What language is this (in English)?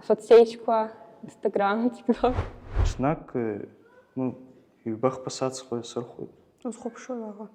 Abkhazian